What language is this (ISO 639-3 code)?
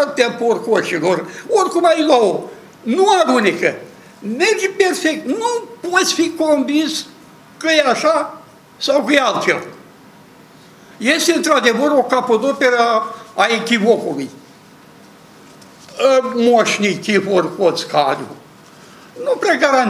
ron